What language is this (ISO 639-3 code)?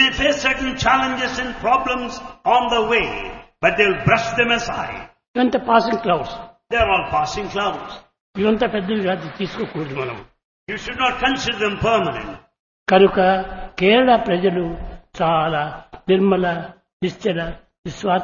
tel